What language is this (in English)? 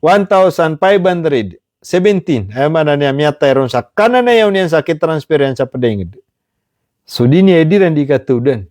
Maranao